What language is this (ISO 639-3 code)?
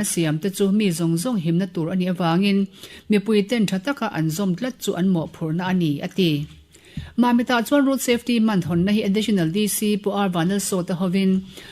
lus